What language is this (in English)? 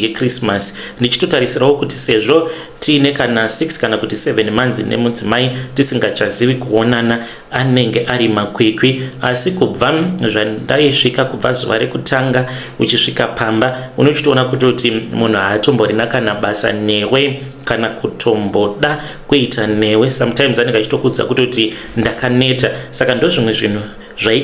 Shona